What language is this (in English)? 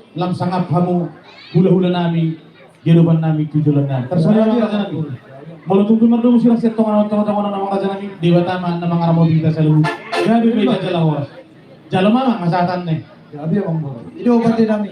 Batak Toba